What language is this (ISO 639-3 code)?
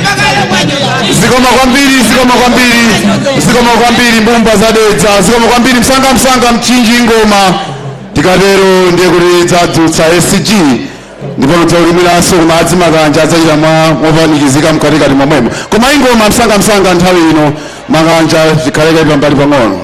nya